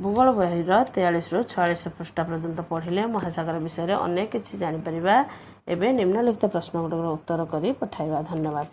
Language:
Odia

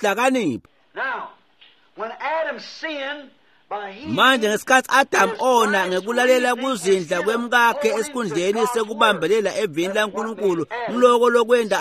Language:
Swati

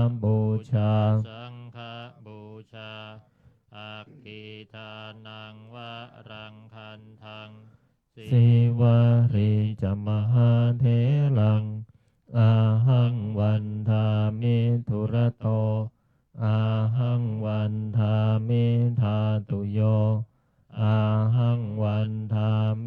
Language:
Pali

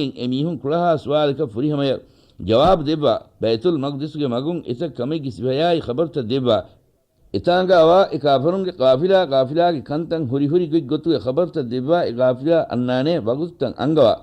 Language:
Divehi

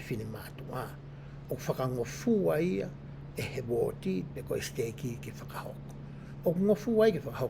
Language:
Tongan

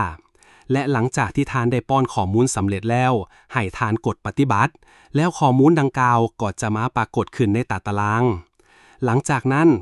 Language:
Lao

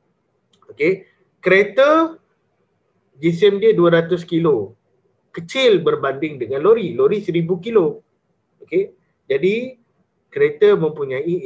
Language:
Malay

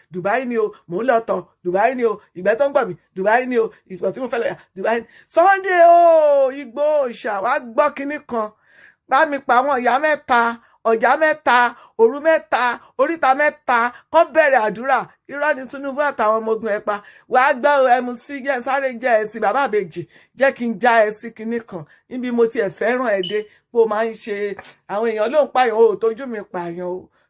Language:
Yoruba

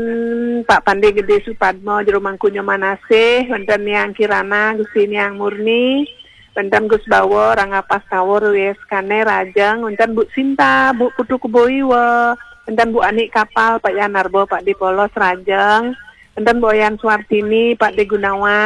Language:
Balinese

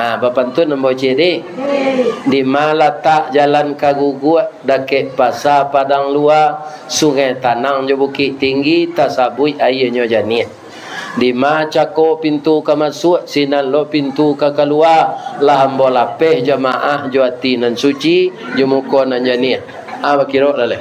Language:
Minangkabau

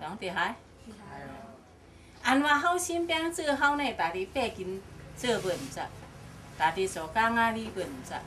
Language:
Shan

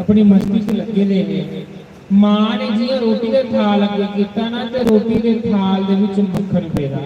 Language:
Dogri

